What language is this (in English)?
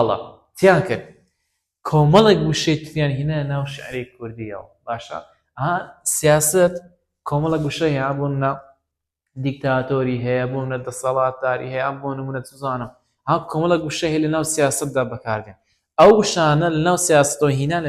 Central Kurdish